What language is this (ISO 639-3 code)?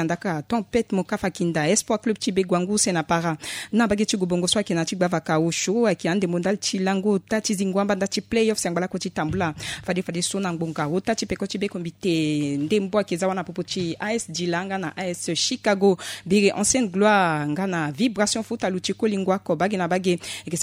sag